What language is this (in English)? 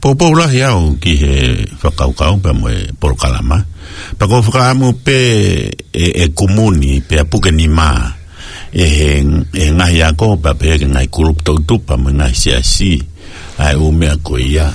Tongan